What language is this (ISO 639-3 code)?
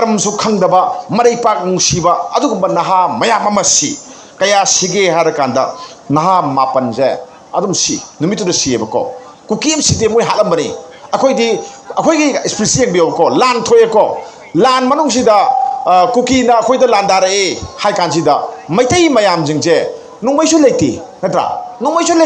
mni